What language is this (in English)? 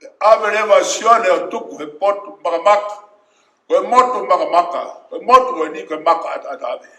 Tongan